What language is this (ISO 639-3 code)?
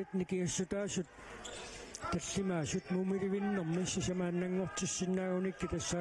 kal